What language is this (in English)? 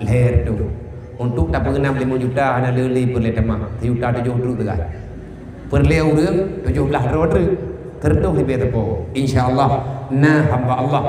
Achinese